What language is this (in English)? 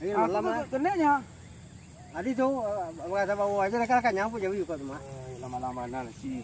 Minangkabau